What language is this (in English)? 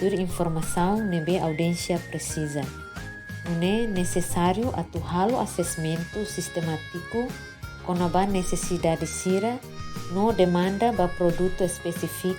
Tetum